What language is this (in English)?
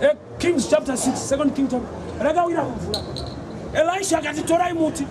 Shona